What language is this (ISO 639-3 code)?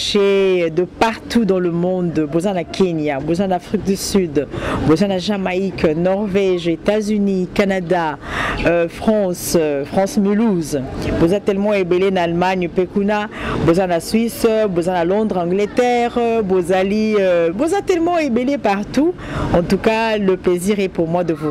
lin